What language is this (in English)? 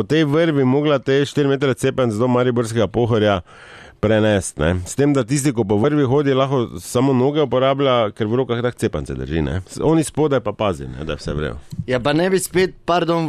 Slovenian